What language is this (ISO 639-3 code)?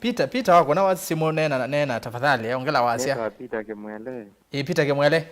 kam